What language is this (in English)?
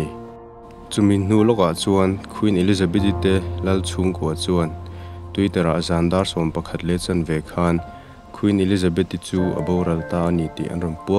Mizo